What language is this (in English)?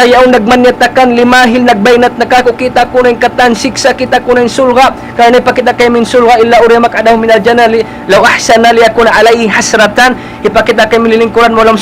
Tausug